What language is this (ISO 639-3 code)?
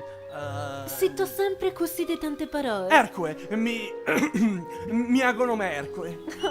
vec